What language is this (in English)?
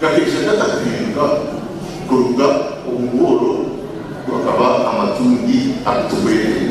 Nyankole